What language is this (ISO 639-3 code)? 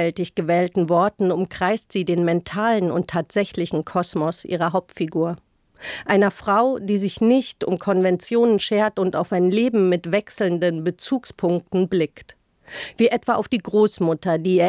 deu